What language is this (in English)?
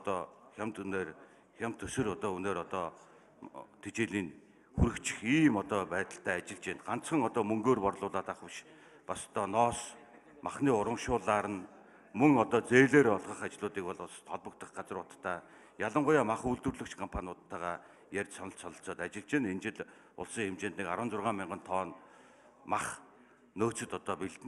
Mongolian